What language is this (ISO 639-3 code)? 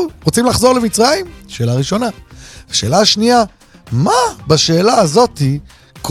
heb